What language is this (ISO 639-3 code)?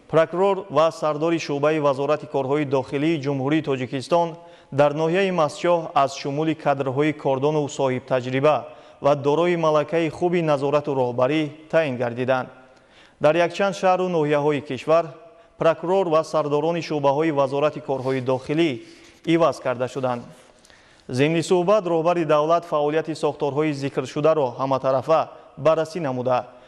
tgk